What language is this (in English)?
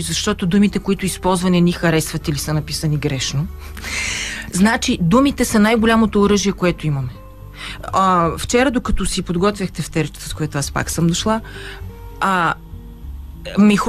Bulgarian